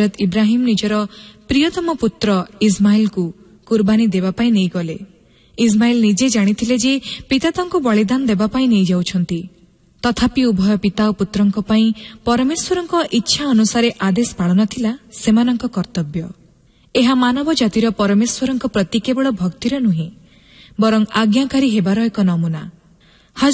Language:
Odia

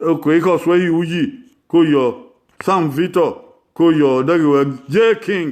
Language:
Bini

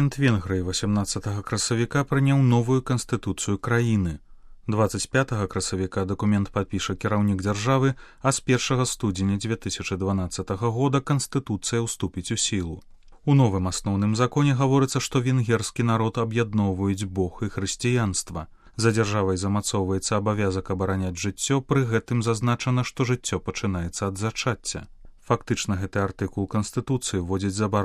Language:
Belarusian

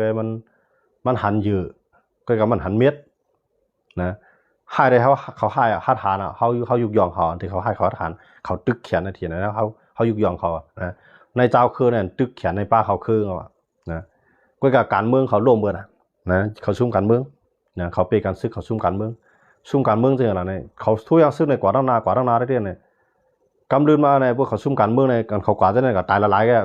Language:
Shan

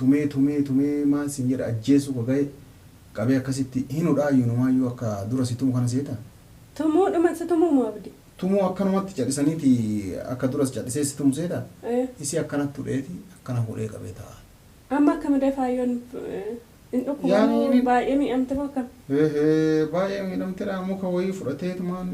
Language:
Oromo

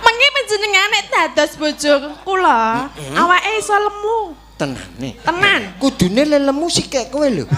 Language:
Javanese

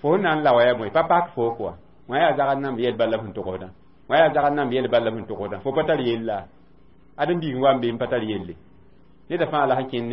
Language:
Mossi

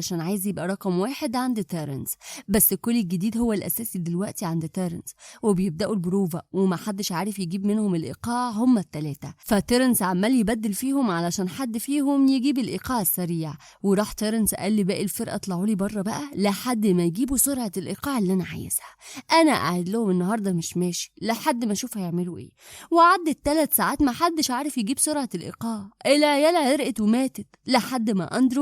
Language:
Egyptian Arabic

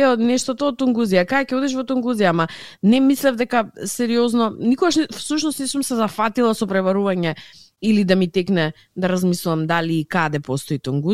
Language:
Macedonian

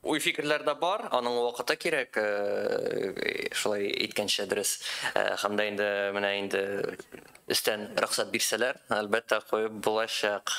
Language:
Tatar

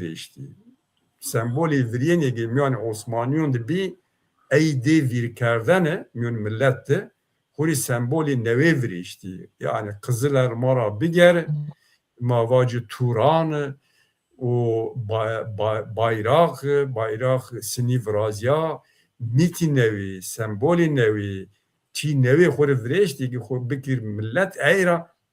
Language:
Zaza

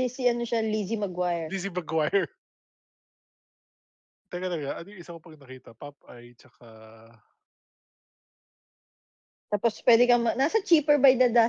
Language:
Filipino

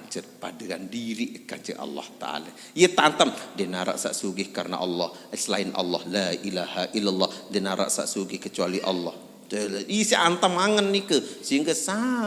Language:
Sasak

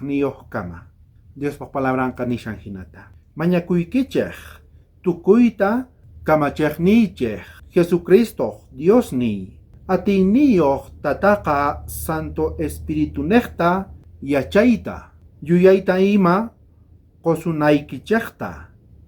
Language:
South Bolivian Quechua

